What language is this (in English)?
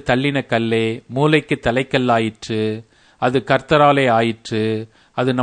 Tamil